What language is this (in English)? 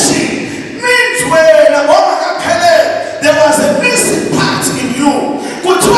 Zulu